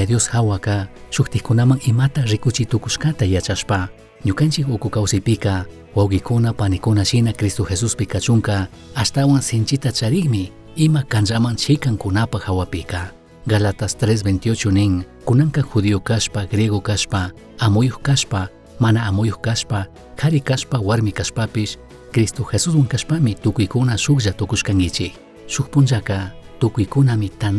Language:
Chimborazo Highland Quichua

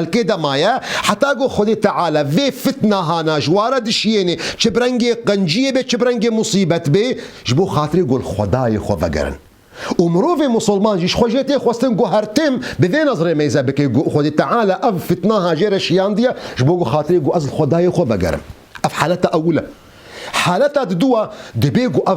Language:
Kurdish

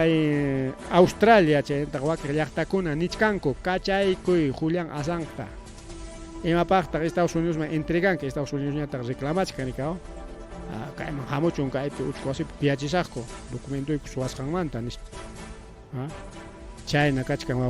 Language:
Ayacucho Quechua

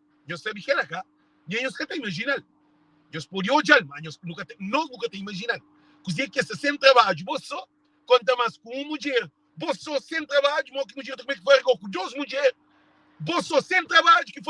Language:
Kabuverdianu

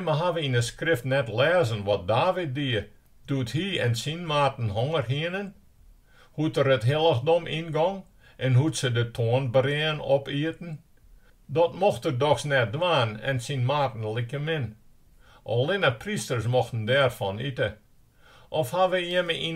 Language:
Western Frisian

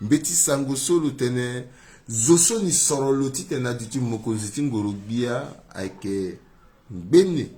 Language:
Sango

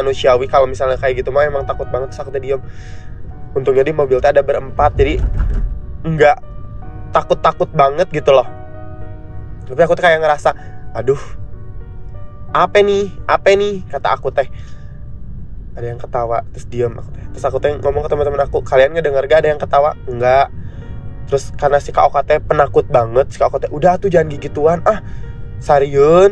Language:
Indonesian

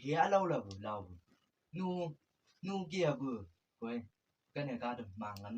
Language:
Chang Naga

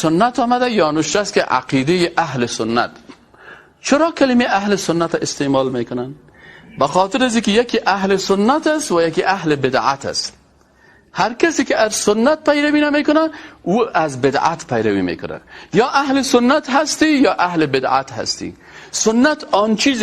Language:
Persian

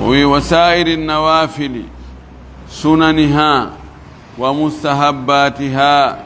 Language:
Fula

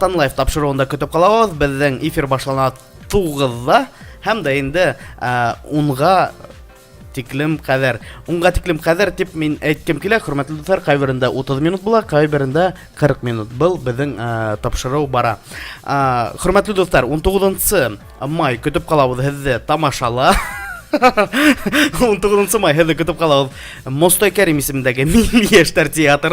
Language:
Bashkir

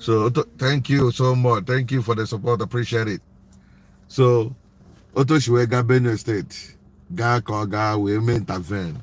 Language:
Igbo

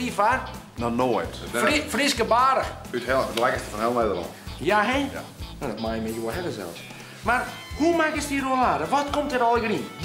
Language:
Western Frisian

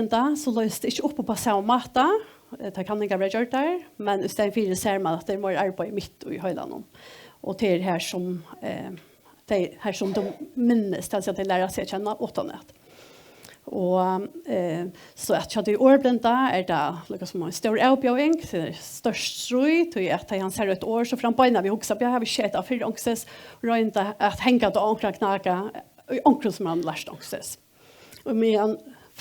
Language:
Faroese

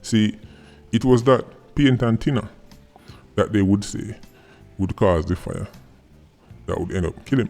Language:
Jamaican Creole English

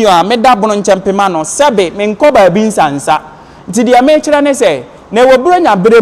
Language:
Akan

